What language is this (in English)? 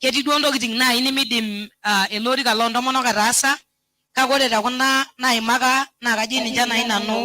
Masai